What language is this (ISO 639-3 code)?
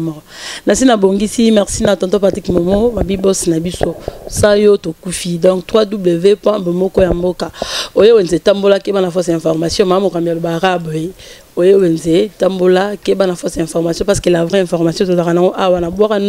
lin